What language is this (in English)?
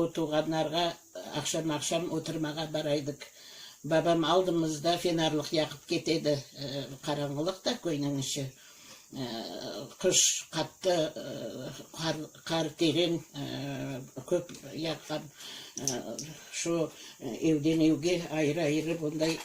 Crimean Tatar